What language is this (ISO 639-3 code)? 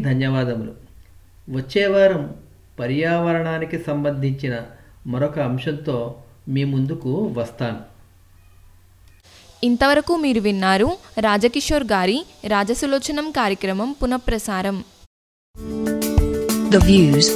tel